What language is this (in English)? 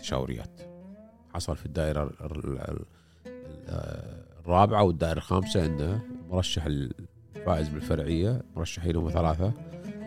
Gulf Arabic